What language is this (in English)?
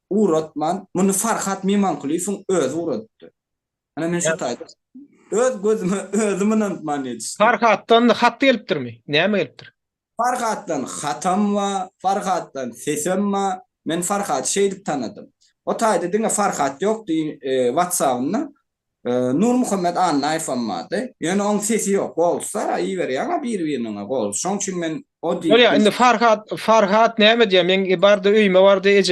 Turkmen